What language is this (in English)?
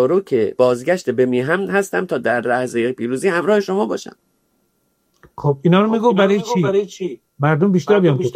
Persian